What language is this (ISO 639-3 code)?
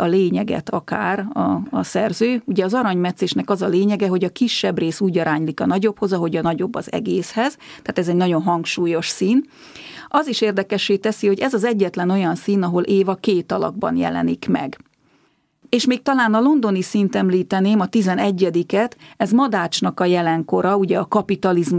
hun